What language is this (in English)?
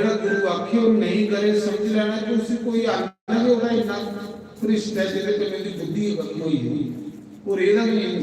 Dogri